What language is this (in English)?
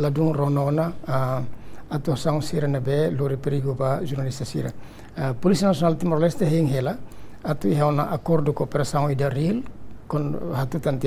Tetum